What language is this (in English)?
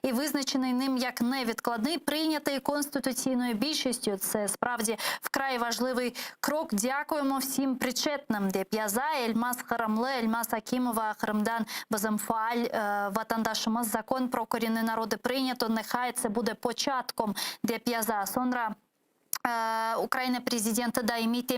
Crimean Tatar